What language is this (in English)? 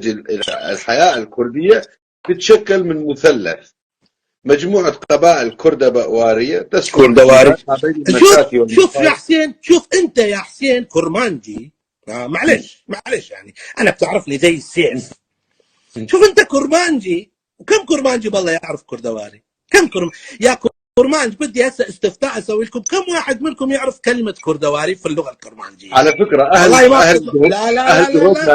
North Levantine Arabic